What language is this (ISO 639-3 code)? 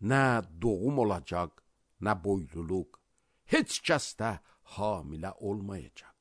aze